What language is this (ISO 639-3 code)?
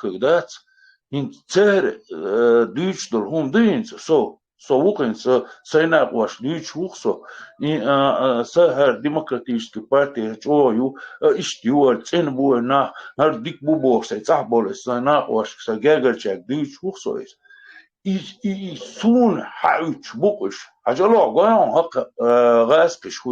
che